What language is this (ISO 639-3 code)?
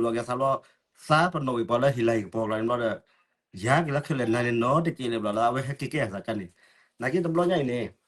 ksw